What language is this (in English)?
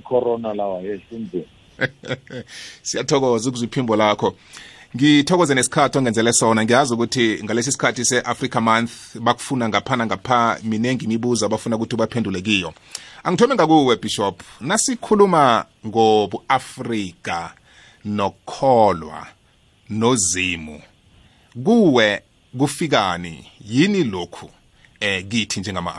South Ndebele